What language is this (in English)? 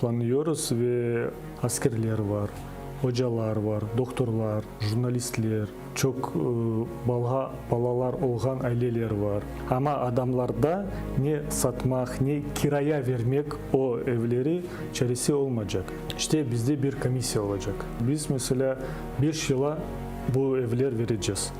Crimean Tatar